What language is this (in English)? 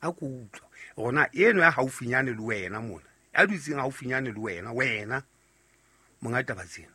Southern Sotho